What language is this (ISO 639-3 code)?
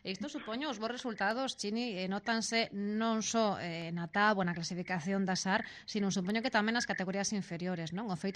glg